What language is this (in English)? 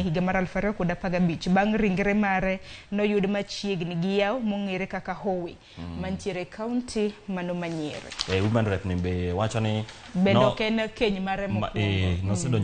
Luo (Kenya and Tanzania)